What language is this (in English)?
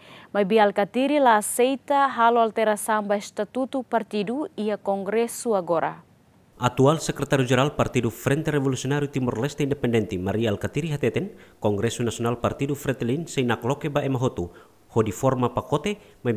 Tetum